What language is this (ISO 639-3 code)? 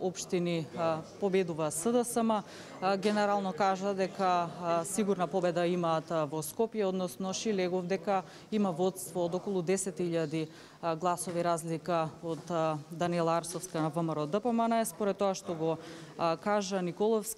mkd